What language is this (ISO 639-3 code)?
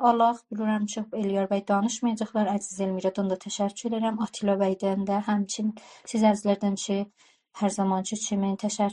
azb